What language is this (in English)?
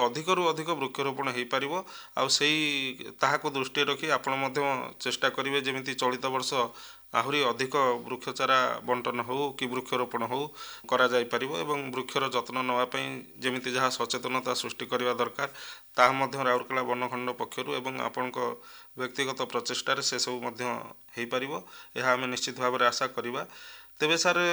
Odia